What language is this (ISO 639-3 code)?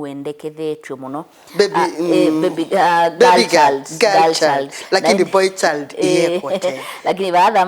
kam